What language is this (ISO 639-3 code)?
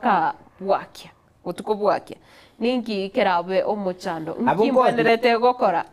guz